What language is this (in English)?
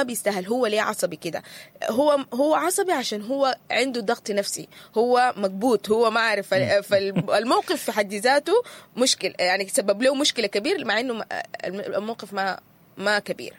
Sudanese Arabic